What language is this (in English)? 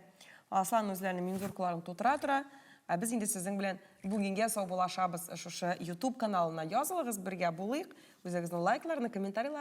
Tatar